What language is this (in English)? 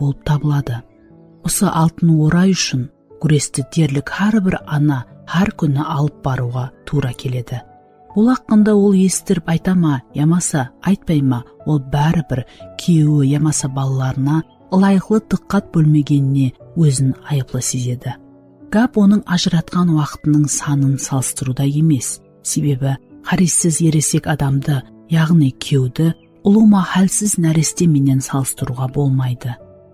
Kara-Kalpak